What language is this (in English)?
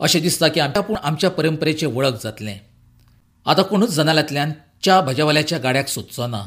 Konkani